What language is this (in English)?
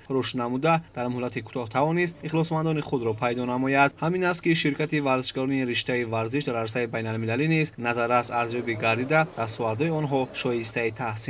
Tajik